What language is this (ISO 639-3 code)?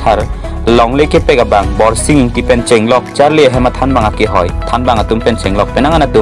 mjw